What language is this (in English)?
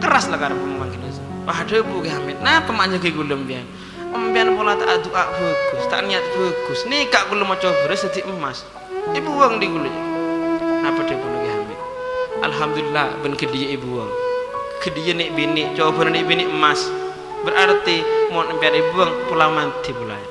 Madurese